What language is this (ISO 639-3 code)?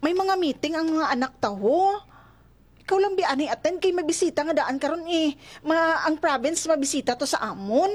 hil